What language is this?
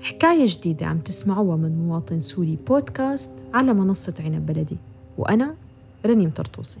North Levantine Arabic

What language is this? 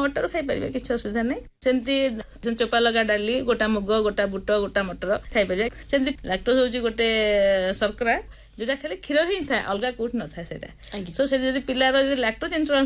Odia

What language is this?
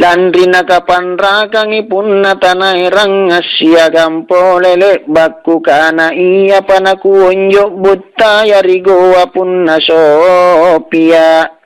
Makasar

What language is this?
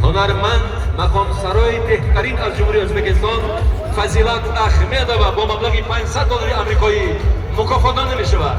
Tajik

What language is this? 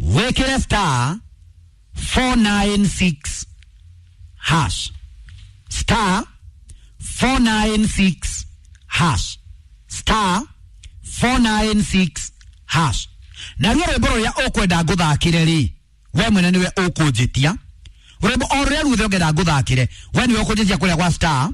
Kikuyu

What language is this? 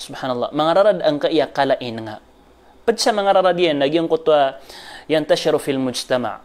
Maranao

